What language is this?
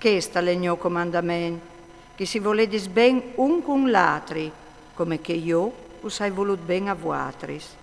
Friulian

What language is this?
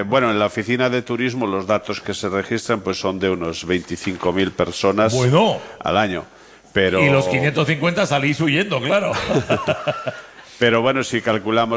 Spanish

